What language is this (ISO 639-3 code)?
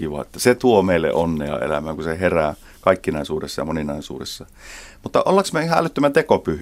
fin